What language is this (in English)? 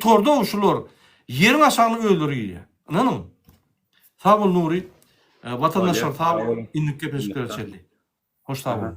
Turkmen